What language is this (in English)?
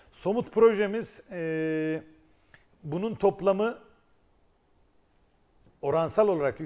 Turkish